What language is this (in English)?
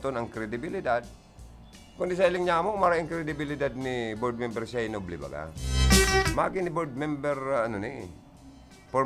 Bikol